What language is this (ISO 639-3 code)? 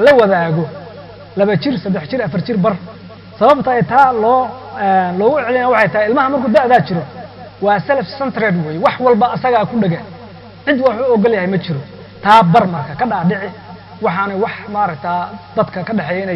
som